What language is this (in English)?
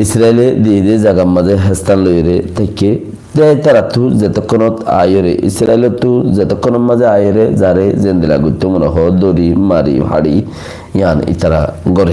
Rohingya